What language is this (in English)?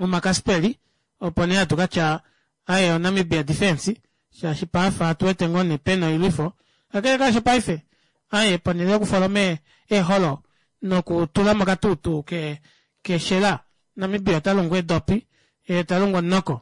Kuanyama